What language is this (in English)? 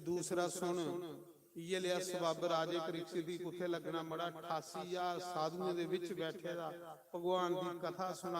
Dogri